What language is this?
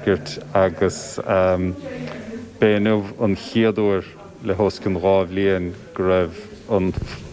Irish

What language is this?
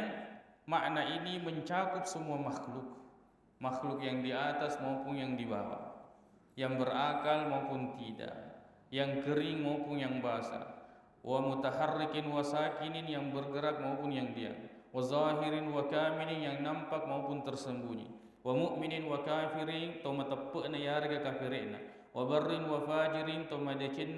Buginese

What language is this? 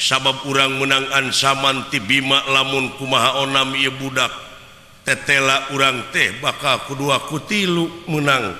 Sundanese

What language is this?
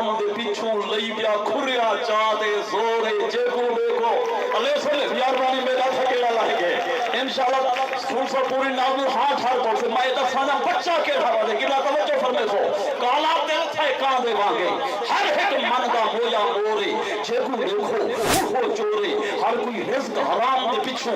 Saraiki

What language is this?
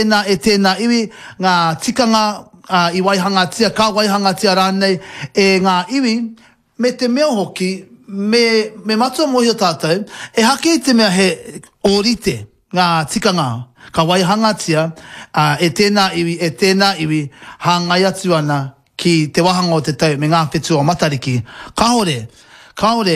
Māori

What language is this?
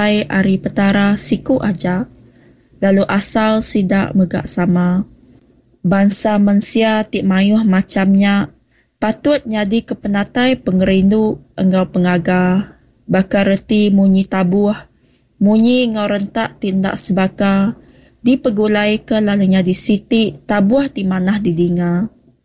Iban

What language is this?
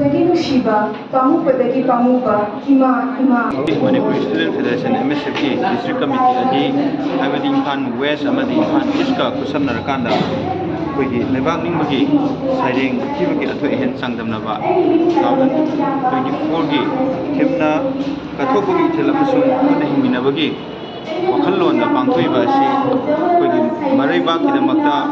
Manipuri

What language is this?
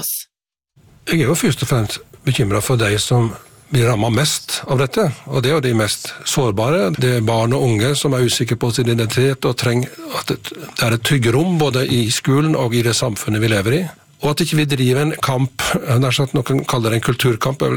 Norwegian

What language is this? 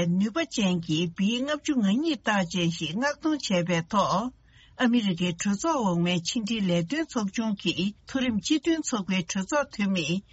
Tibetan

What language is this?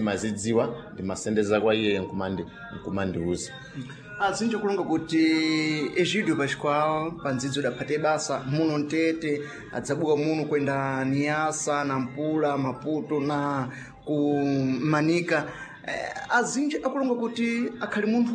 Sena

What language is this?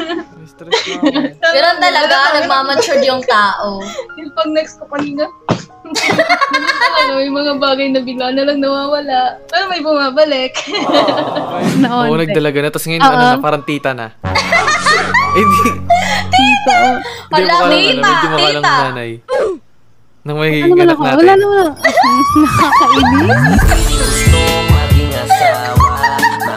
Filipino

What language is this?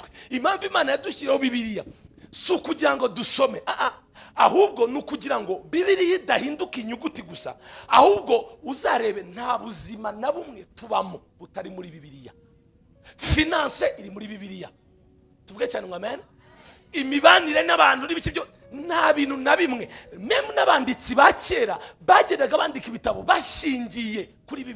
Kinyarwanda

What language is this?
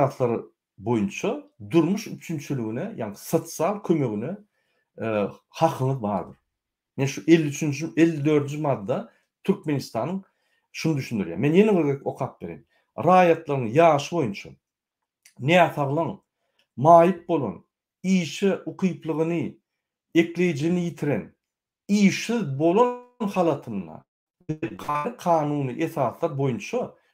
Turkmen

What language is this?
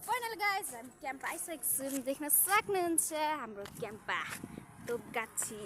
Nepali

